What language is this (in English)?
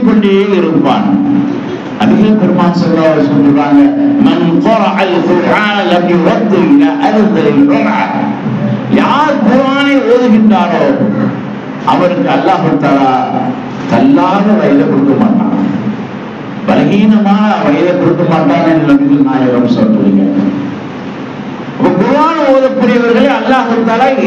Tamil